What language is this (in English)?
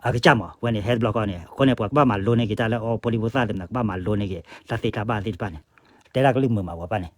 S'gaw Karen